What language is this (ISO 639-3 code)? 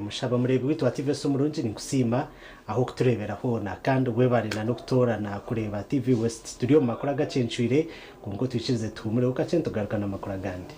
nyn